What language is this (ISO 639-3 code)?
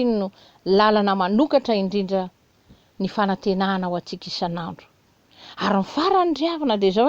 mlg